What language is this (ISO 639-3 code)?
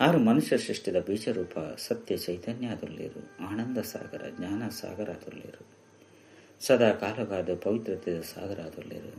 tcy